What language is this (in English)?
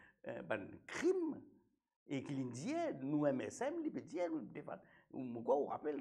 Morisyen